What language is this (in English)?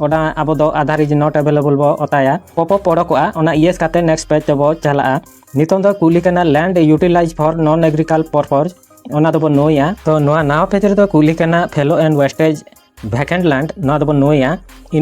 Santali